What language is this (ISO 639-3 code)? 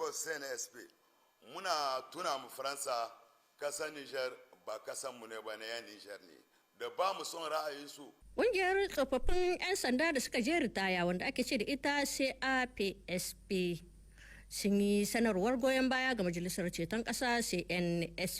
hau